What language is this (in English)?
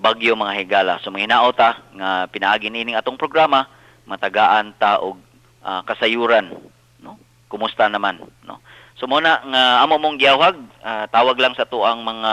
Cebuano